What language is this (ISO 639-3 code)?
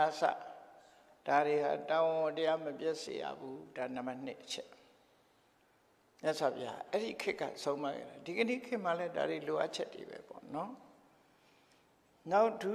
mya